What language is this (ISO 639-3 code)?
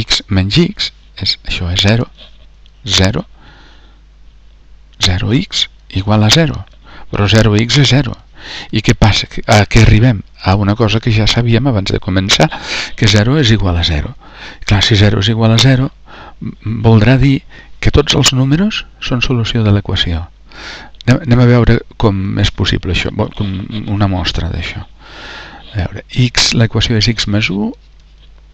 cat